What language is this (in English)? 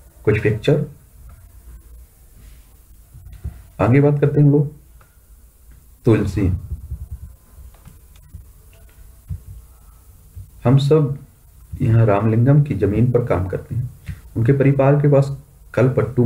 Hindi